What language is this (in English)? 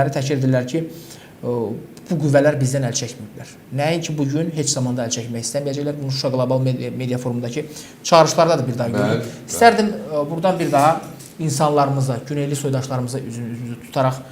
Azerbaijani